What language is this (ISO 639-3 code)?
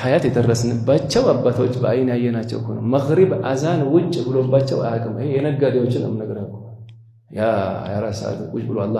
amh